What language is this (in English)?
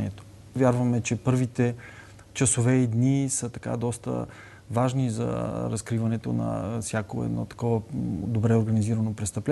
Bulgarian